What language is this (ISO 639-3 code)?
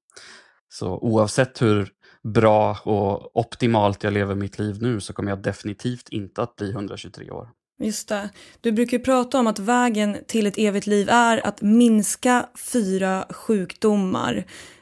swe